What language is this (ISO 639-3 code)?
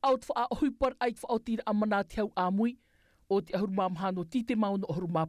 tah